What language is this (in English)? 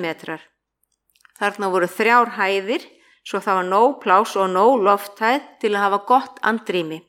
Icelandic